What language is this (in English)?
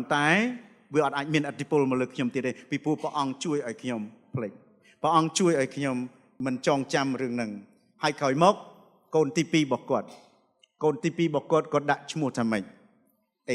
Khmer